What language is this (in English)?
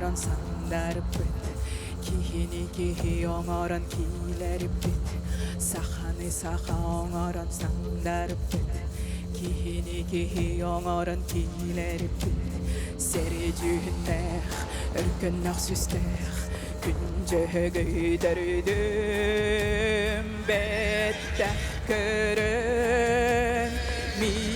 Yakut